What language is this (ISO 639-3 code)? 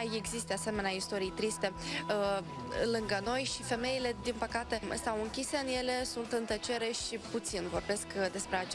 ron